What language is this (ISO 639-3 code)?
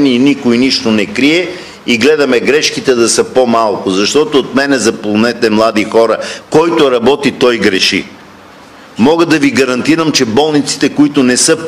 bul